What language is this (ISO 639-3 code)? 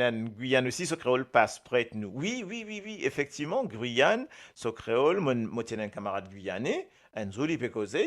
mfe